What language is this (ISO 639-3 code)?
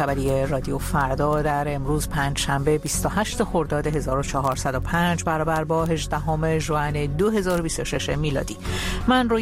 fas